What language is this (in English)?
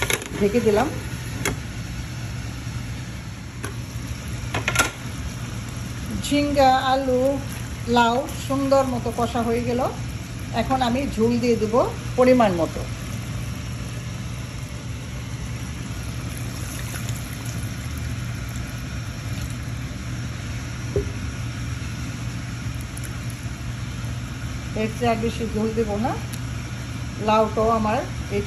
Bangla